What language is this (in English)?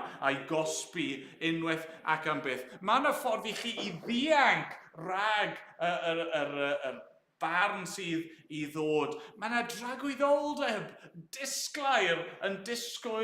Welsh